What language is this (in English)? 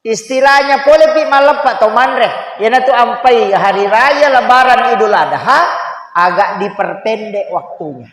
Buginese